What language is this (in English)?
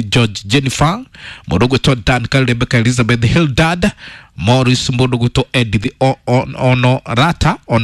Kikuyu